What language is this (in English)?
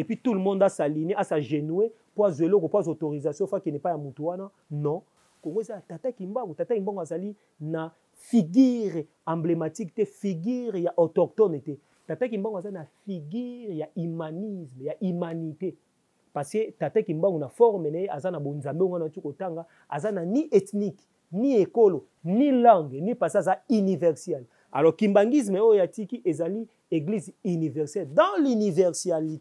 Lingala